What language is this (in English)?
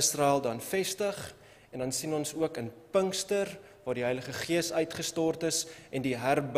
Afrikaans